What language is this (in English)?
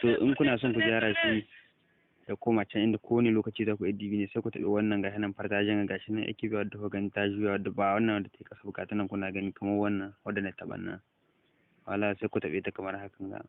Hausa